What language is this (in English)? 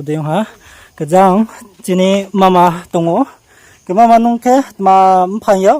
Riang (India)